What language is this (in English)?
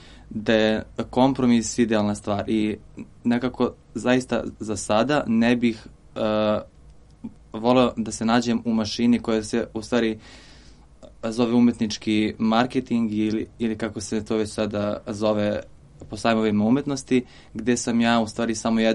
Serbian